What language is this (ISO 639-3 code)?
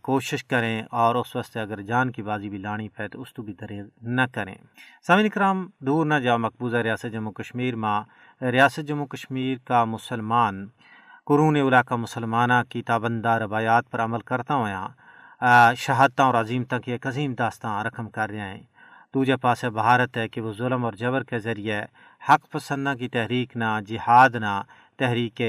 gju